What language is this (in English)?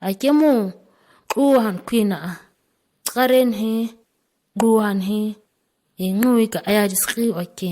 ǁGana